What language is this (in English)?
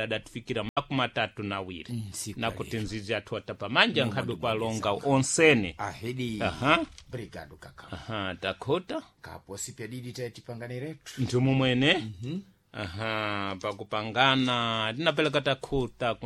Sena